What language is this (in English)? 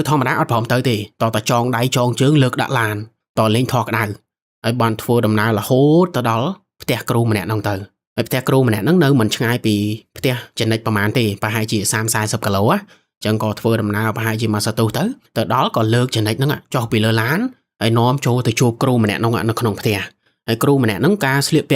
Khmer